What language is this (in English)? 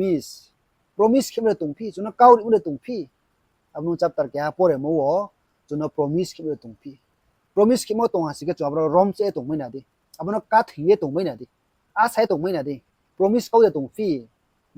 Riang (India)